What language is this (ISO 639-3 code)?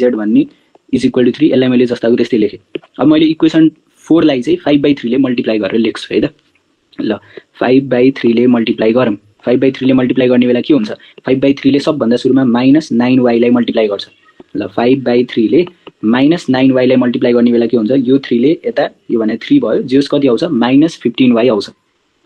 nep